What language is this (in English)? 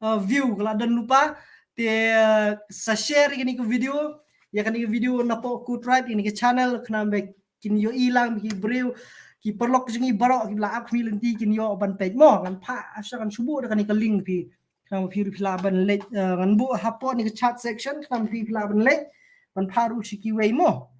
Khasi